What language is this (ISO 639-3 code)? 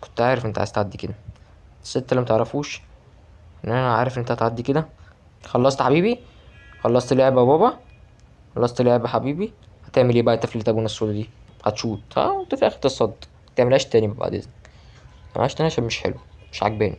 arz